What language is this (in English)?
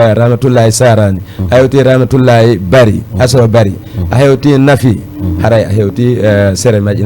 Fula